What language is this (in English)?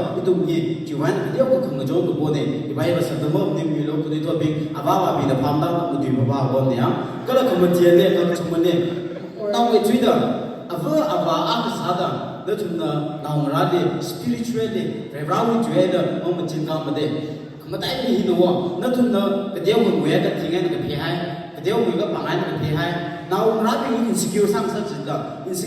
Tangkhul Naga (India)